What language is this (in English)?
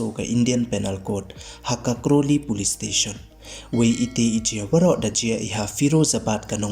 Pnar